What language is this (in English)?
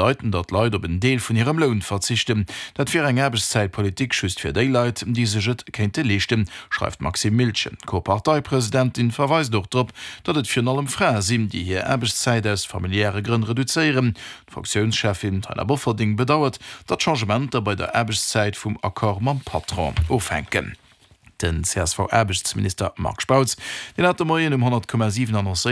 Luxembourgish